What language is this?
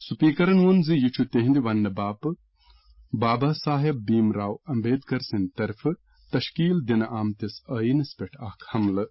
Kashmiri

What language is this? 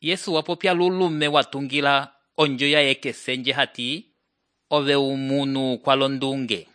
Umbundu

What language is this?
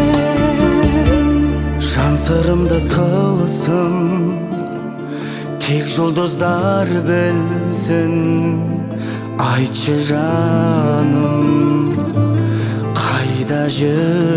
Kazakh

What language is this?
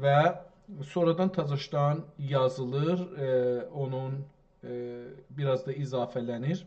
South Azerbaijani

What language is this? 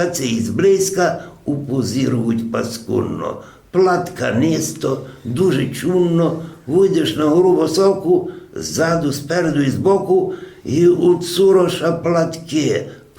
Rusyn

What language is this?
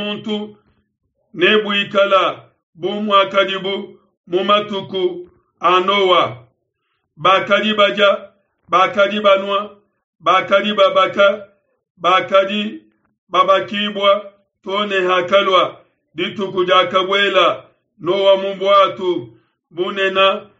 Luba-Lulua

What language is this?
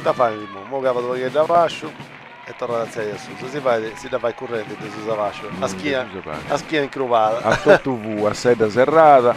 Sardinian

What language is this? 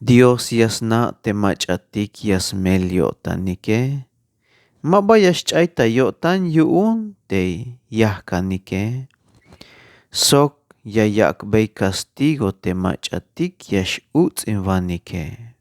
Tzeltal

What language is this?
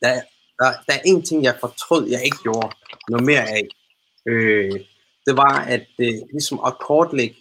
Danish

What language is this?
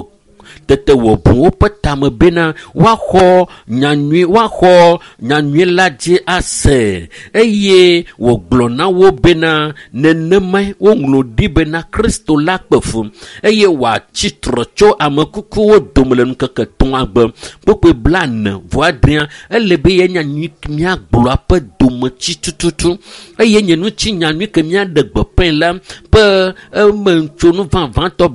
Ewe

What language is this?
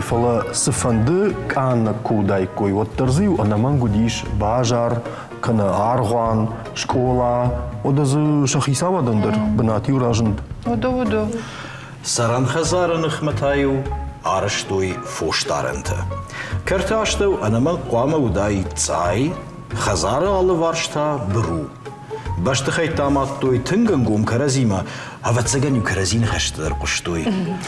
Ossetic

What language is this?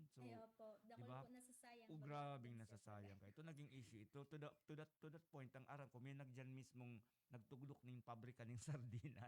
Bikol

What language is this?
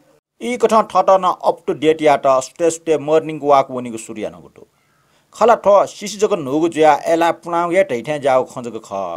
Newari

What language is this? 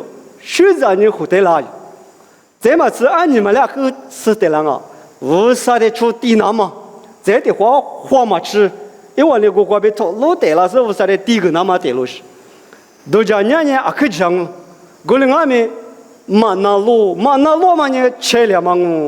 Lisu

